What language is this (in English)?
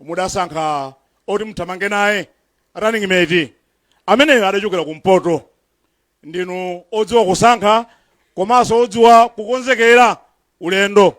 Nyanja